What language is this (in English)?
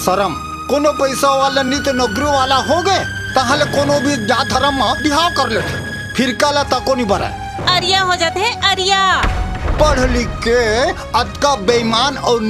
Chhattisgarhi